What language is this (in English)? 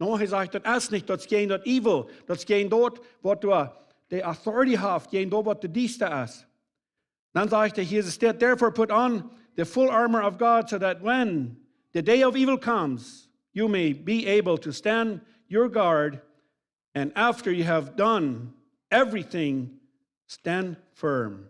Plautdietsch